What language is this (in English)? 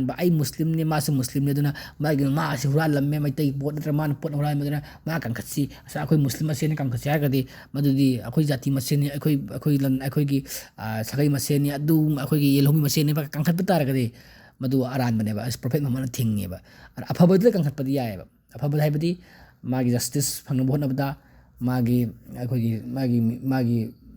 Manipuri